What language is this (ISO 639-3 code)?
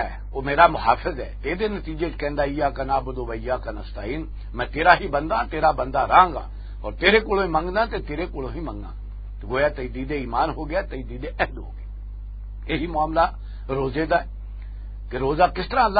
lah